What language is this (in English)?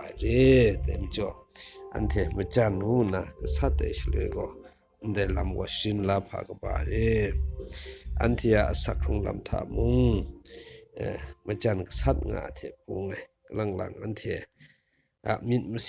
Kachin